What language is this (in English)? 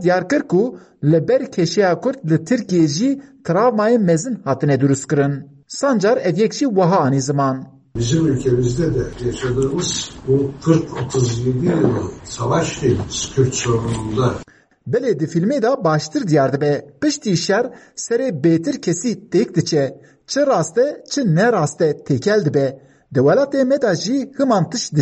Kurdish